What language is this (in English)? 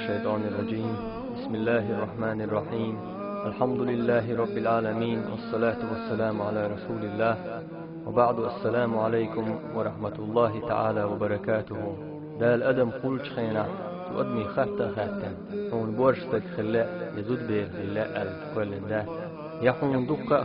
Chechen